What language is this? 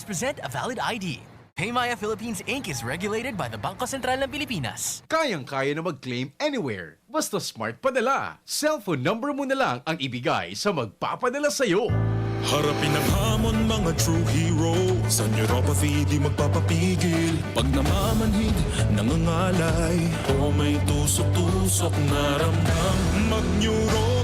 Bikol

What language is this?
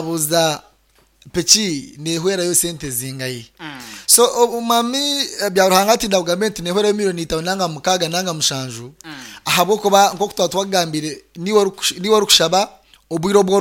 Nyoro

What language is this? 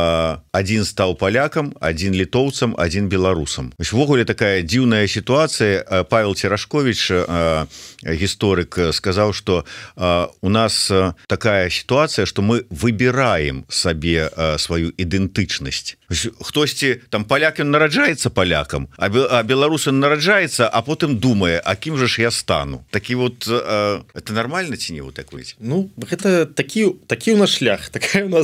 Belarusian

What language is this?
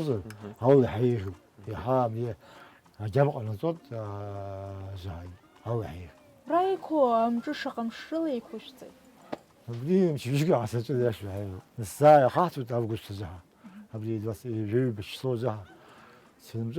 Abkhazian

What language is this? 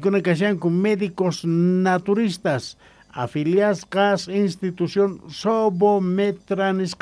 South Bolivian Quechua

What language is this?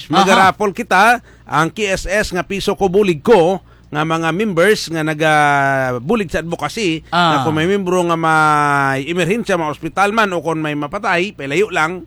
Hiligaynon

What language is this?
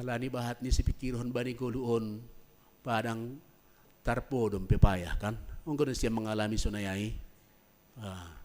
Batak Simalungun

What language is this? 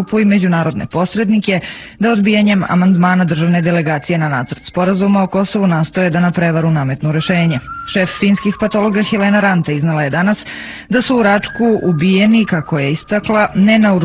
Serbian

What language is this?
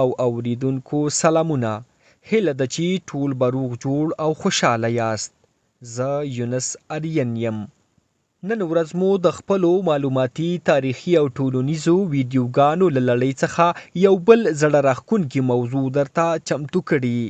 Pashto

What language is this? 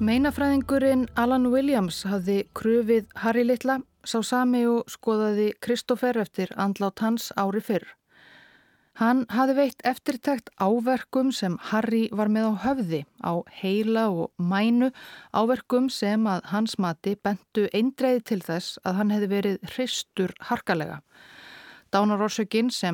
Icelandic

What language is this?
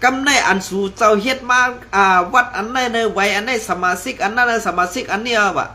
Shan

